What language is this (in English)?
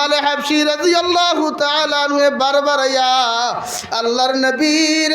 Sylheti